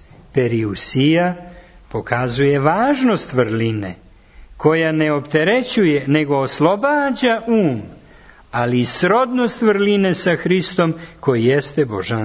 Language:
Serbian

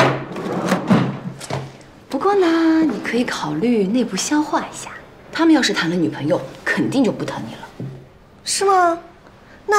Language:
Chinese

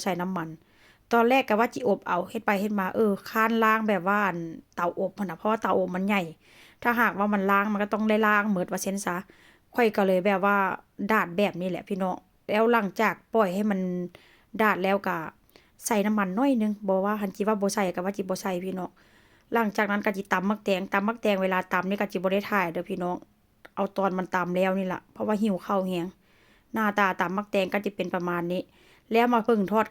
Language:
Northeastern Thai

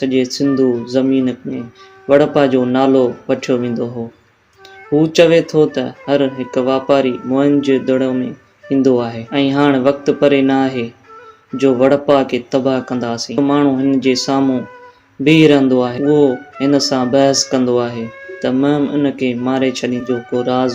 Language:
Sindhi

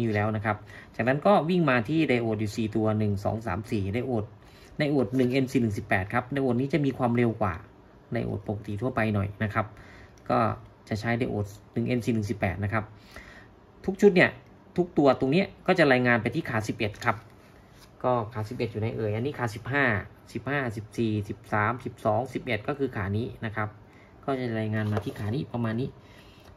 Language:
Thai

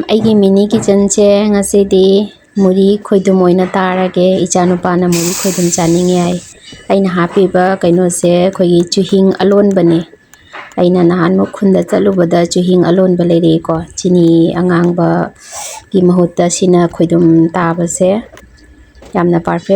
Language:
Manipuri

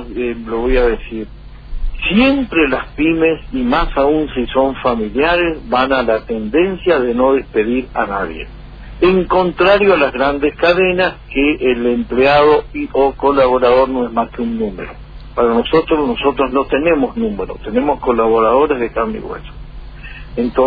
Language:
Spanish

